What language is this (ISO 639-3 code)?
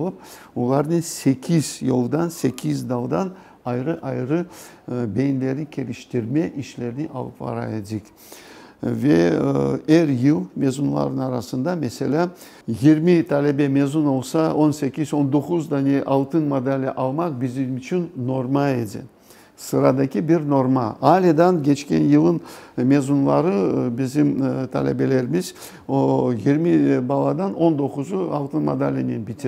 crh